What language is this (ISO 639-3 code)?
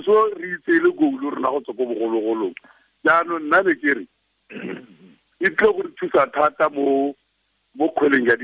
tsn